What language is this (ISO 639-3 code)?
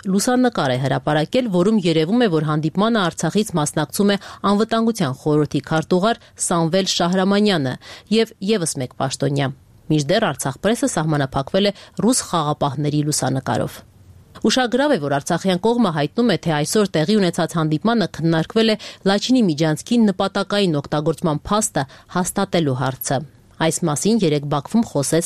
hye